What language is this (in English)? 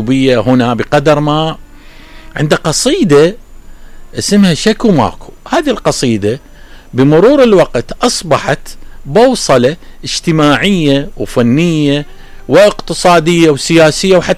Mesopotamian Arabic